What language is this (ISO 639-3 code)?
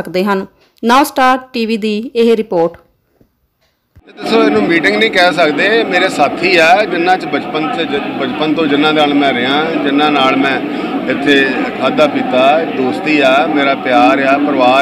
pan